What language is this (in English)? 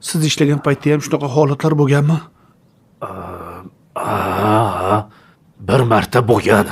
Uzbek